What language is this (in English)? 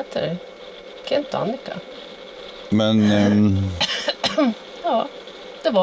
Swedish